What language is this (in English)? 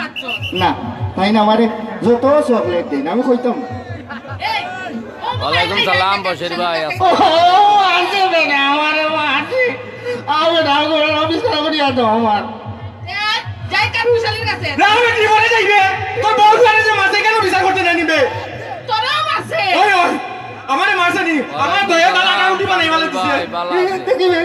Sylheti